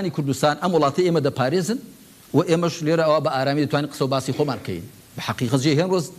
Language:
Central Kurdish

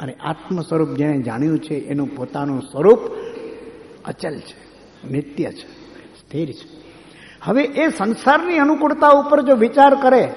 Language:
Gujarati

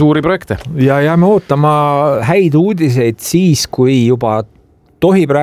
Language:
Estonian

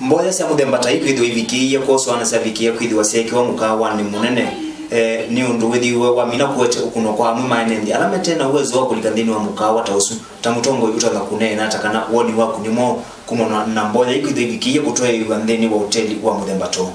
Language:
Kamba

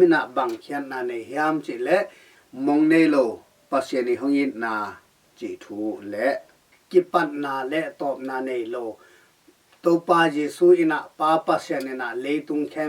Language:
Tedim Chin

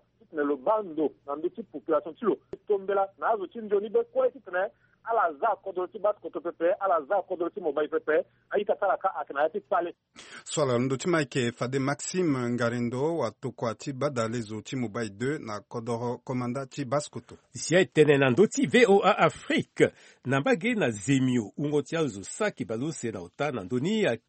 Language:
Sango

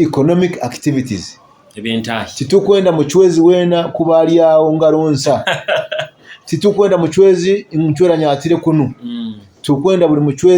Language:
Nyoro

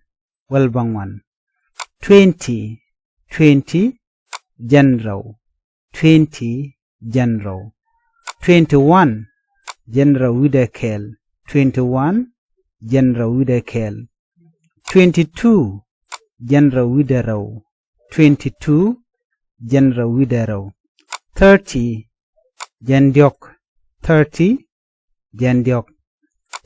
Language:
Nuer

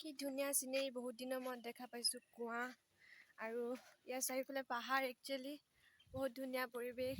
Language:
Assamese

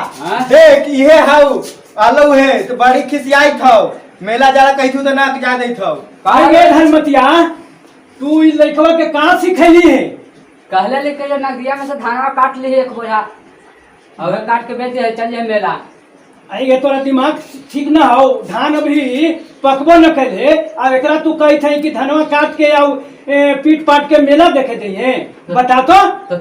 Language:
Magahi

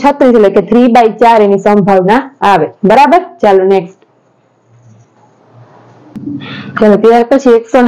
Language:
Gujarati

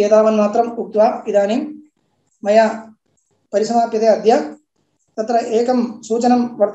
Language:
Sanskrit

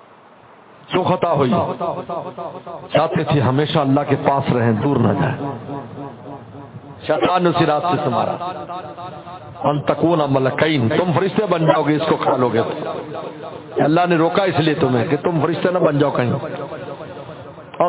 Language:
Urdu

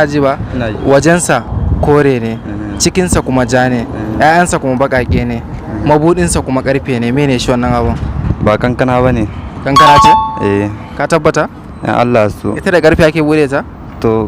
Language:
Hausa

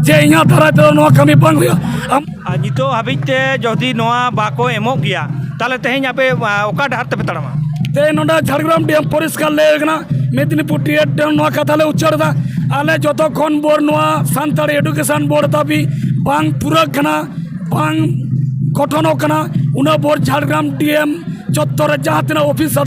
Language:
Santali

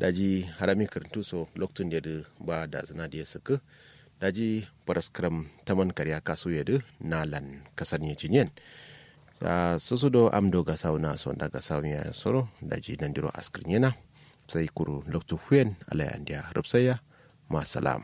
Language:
Kanuri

